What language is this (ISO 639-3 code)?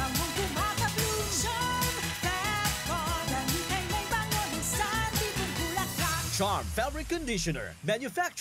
bik